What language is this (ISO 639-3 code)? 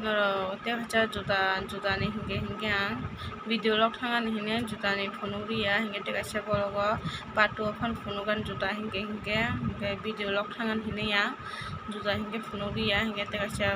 trp